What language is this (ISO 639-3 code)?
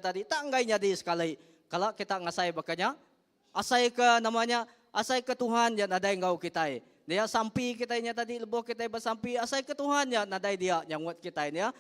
iba